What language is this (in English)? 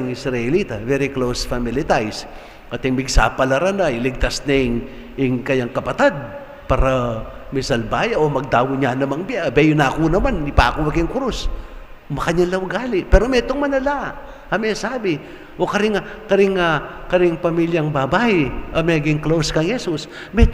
Pampanga